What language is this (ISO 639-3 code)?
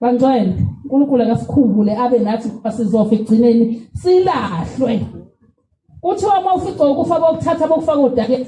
zul